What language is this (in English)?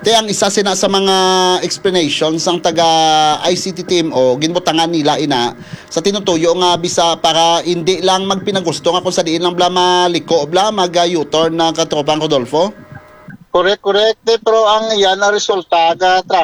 Hiligaynon